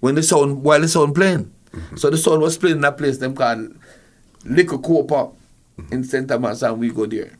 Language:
Jamaican Creole English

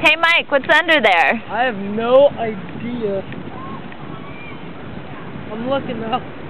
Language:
English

